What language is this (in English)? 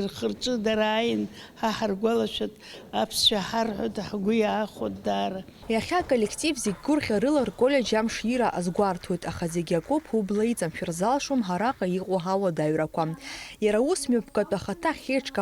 Abkhazian